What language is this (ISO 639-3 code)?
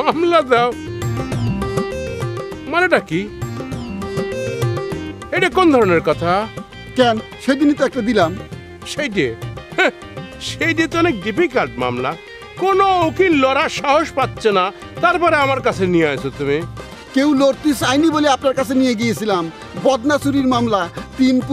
ben